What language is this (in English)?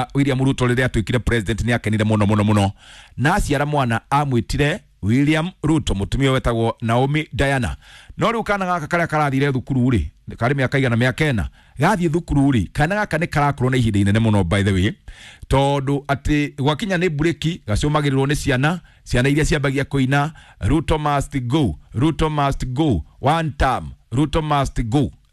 Kikuyu